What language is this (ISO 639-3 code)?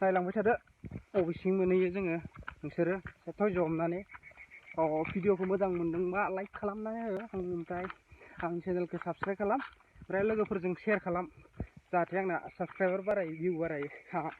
brx